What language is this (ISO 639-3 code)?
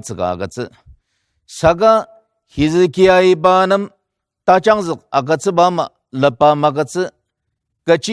njo